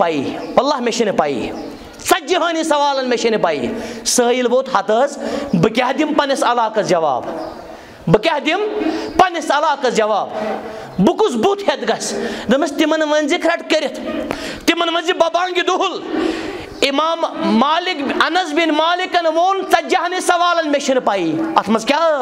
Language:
Kashmiri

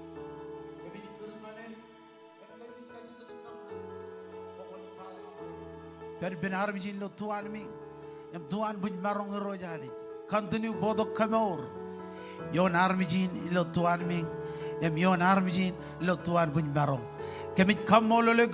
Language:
Marshallese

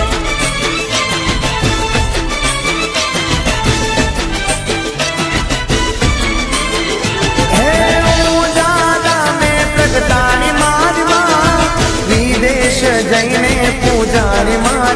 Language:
Gujarati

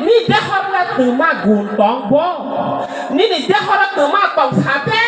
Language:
Kok Borok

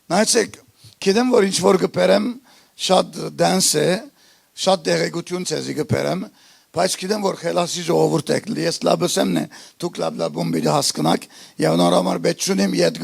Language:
Western Armenian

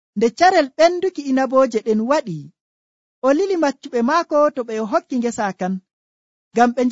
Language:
Nigerian Fulfulde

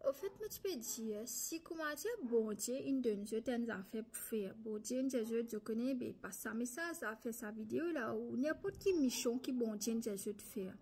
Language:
Morisyen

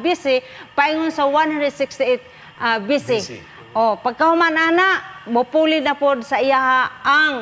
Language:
Cebuano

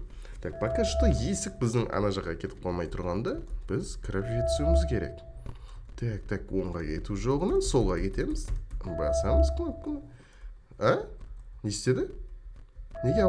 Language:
Kazakh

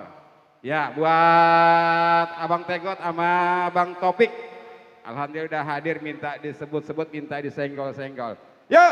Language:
Betawi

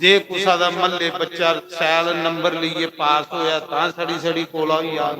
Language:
Dogri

